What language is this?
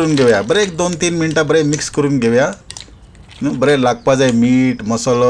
Konkani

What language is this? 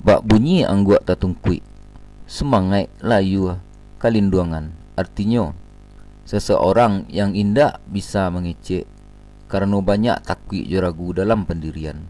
Minangkabau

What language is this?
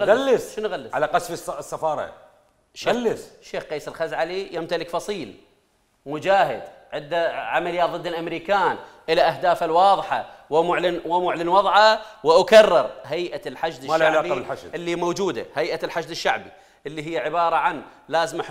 Mesopotamian Arabic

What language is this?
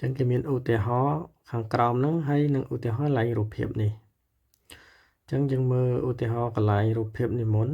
Khmer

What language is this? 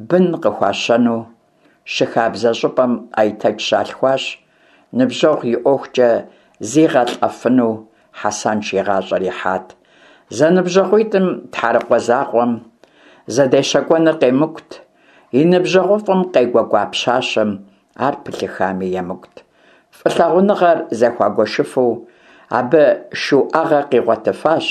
Kabardian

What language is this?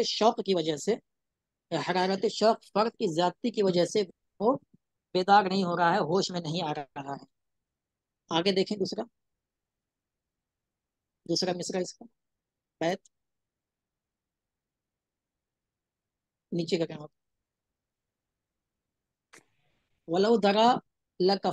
Urdu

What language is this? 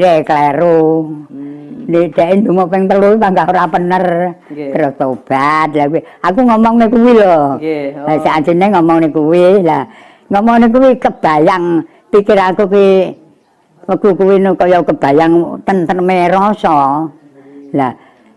Javanese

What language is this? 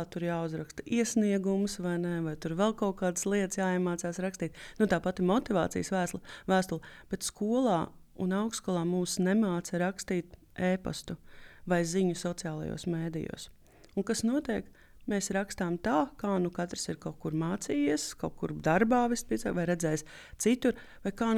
Latvian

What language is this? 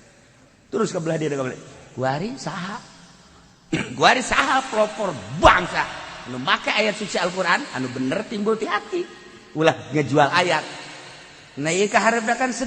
Sundanese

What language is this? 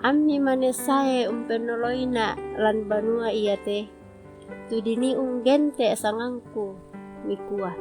Toraja-Sa'dan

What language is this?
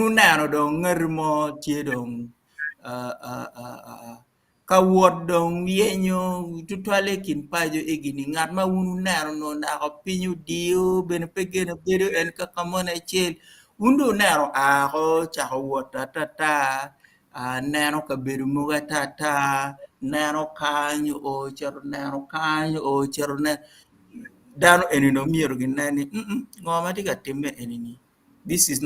Acoli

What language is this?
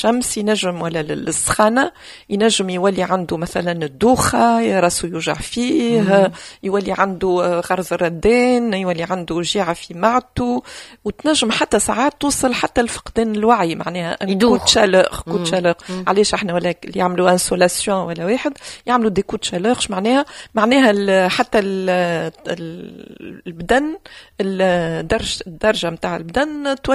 Tunisian Arabic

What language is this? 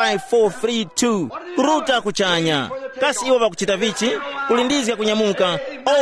Tumbuka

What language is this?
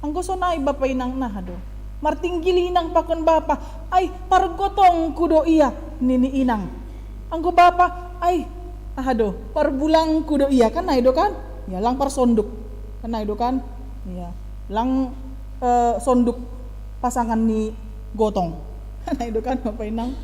Batak Simalungun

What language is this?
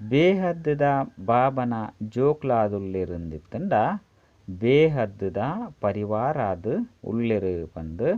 Tulu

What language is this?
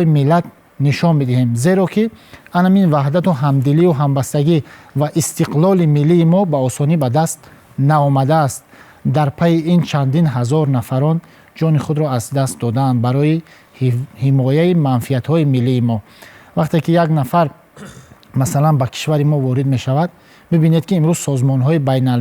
Tajik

